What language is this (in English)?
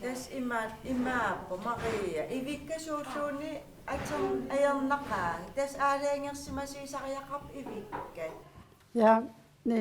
Kalaallisut